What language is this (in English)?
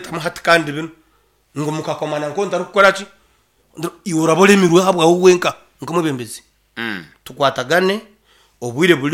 Nyankole